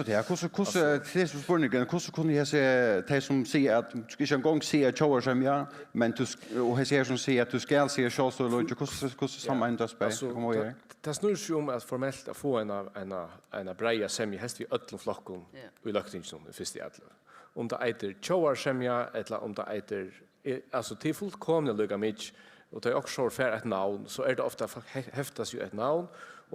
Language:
Faroese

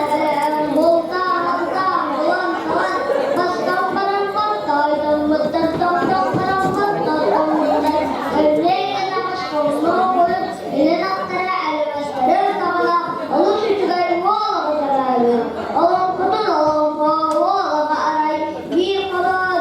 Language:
Yakut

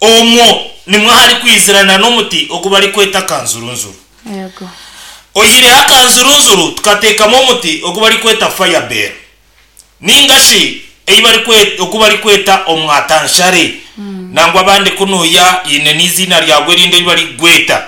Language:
Nyankole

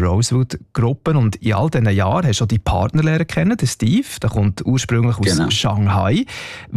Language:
German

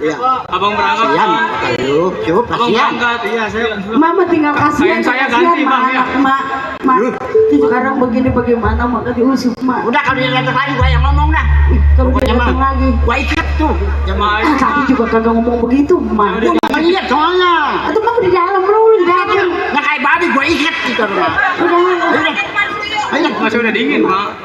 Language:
Betawi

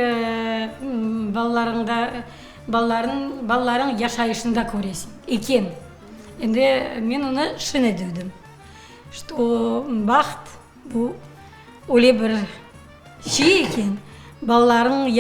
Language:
Crimean Tatar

